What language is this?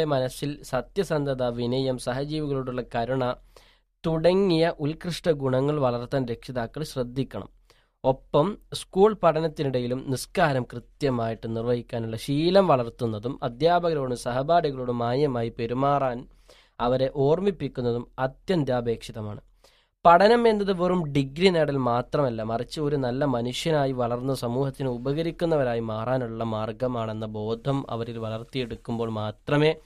Malayalam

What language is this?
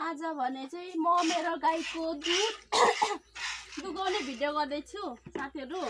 Nepali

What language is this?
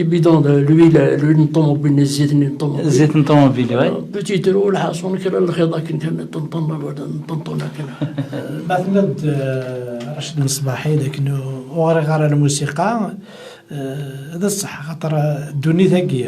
Kabyle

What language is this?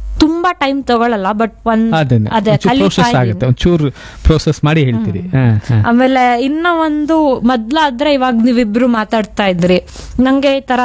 Kannada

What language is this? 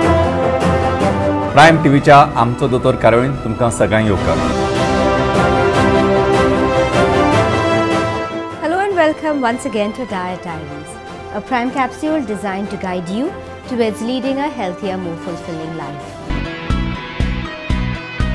Konkani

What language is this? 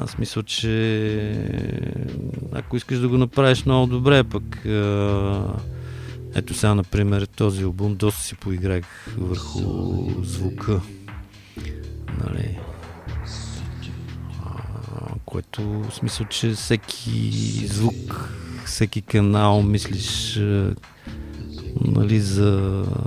Bulgarian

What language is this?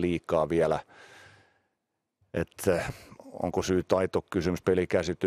Finnish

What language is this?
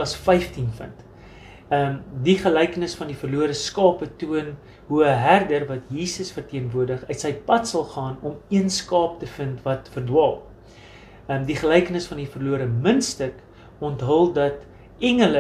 Afrikaans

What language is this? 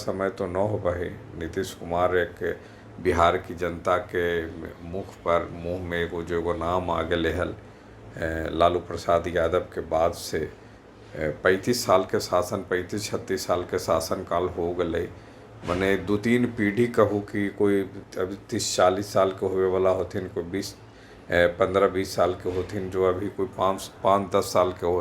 Magahi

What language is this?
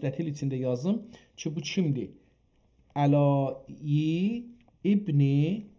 South Azerbaijani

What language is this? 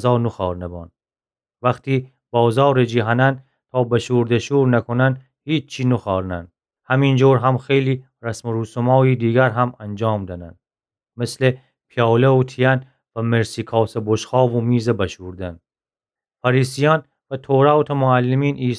Gilaki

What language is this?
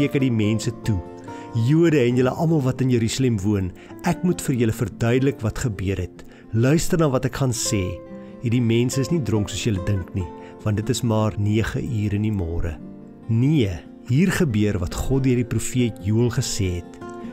Afrikaans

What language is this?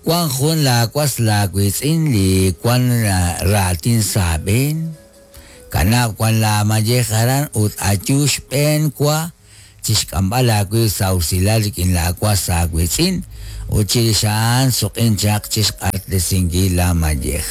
Kekchí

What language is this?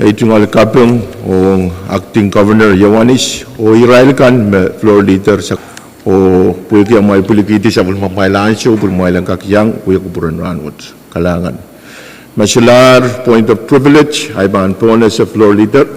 Pohnpeian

